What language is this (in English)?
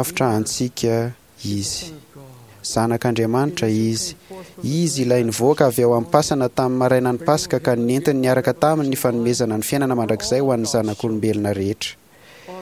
Malagasy